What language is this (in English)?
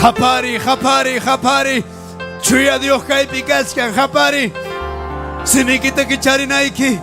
Ayacucho Quechua